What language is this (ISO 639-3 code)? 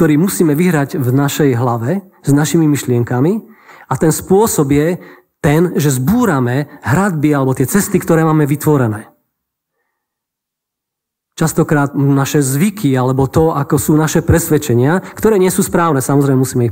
slk